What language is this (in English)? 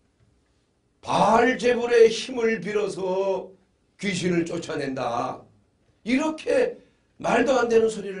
Korean